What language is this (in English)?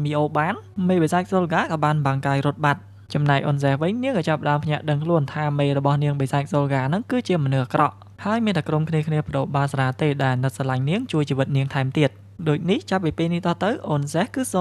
Khmer